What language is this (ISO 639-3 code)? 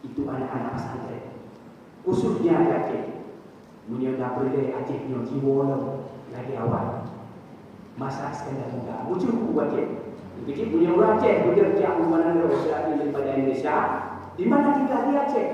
ace